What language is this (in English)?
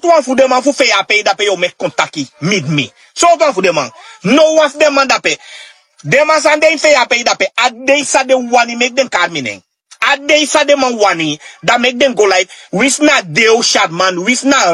Sranan Tongo